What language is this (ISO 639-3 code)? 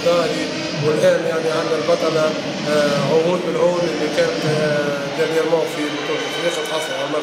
aeb